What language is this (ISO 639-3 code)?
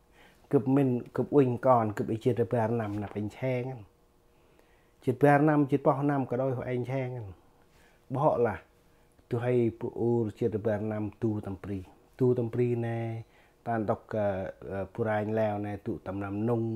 cmo